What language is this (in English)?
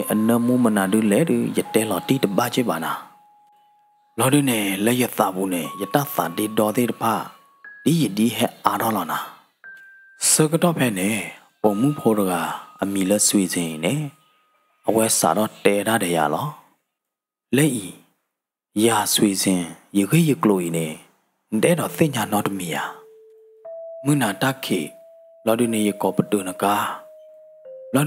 S'gaw Karen